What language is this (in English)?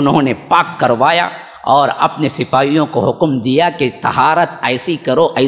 Urdu